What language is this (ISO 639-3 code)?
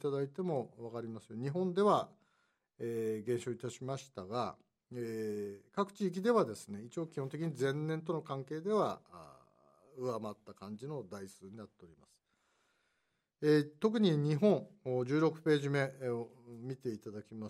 jpn